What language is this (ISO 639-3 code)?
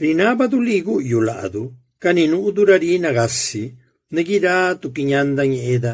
zap